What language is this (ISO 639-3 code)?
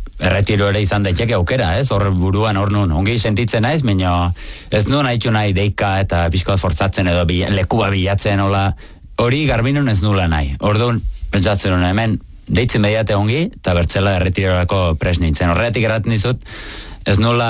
eus